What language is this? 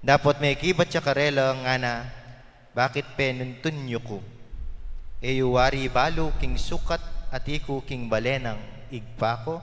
Pampanga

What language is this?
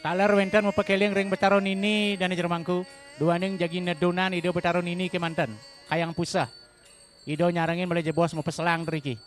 Balinese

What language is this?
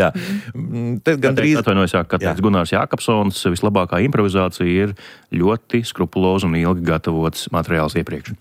Latvian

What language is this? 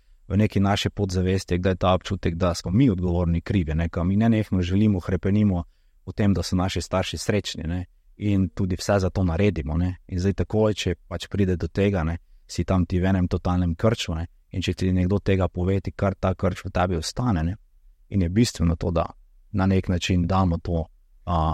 Slovenian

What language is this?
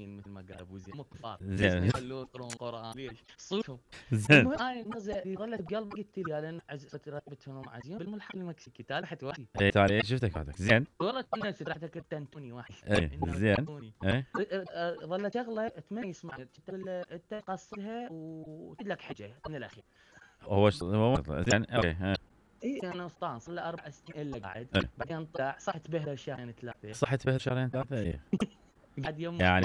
Mesopotamian Arabic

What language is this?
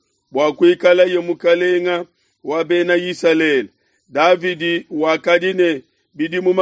Luba-Lulua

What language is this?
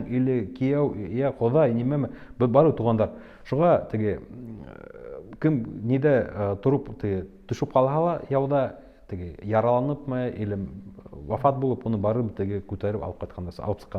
Bashkir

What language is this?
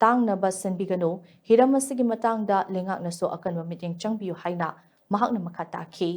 Manipuri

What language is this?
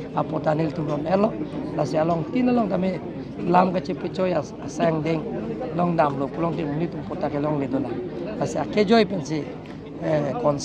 Karbi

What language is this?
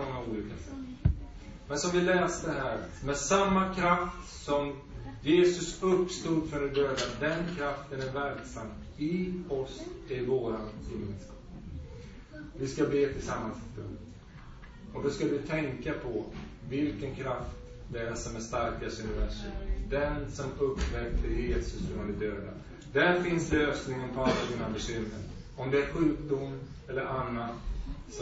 Swedish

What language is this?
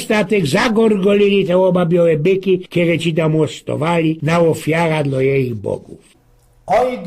Silesian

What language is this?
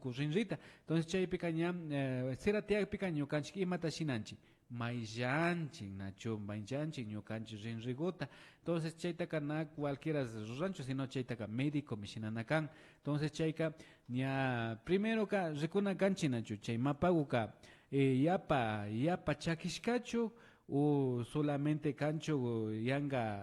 Imbabura Highland Quichua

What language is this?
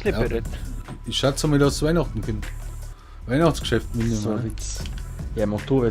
Bavarian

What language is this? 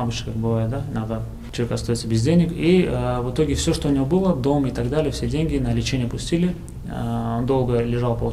Russian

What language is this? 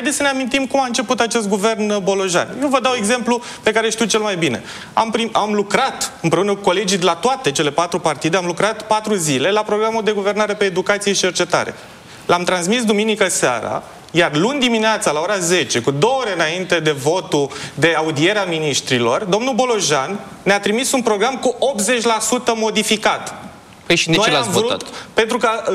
Romanian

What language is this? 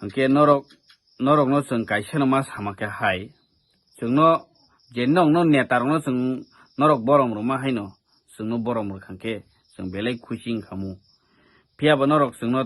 Kok Borok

